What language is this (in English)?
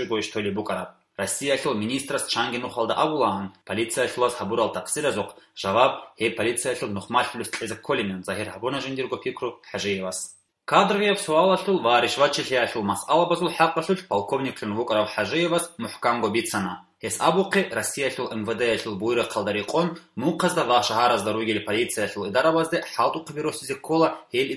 Avaric